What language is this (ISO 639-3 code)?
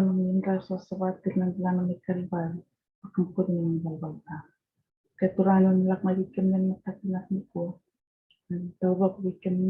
fij